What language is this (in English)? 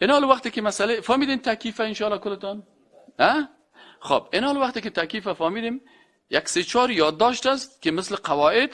Persian